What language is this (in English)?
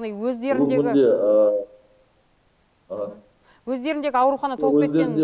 Kazakh